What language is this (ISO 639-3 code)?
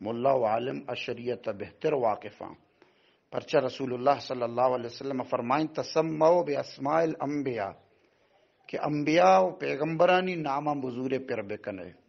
bal